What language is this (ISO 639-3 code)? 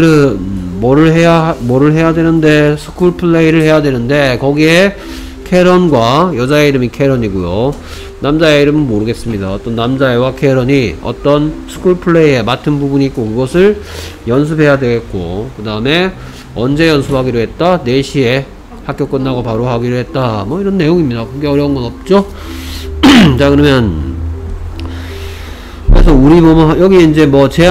kor